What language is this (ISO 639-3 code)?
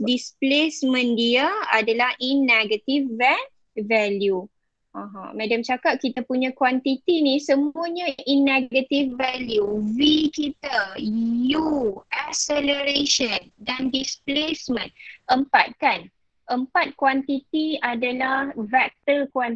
msa